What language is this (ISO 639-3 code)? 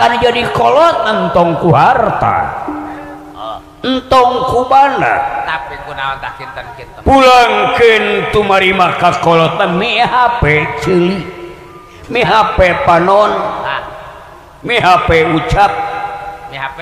sun